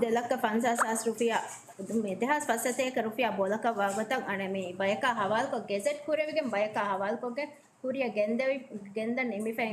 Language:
Divehi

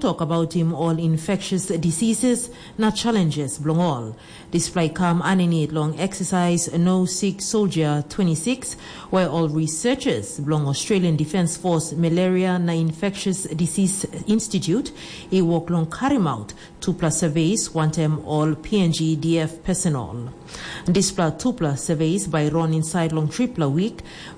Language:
Tok Pisin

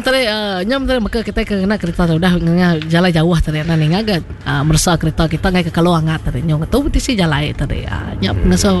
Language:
Iban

